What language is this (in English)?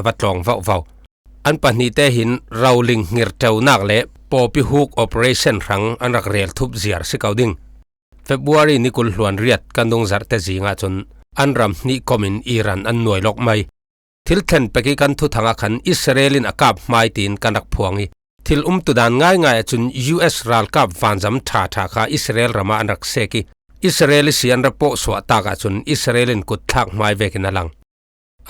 Falam Chin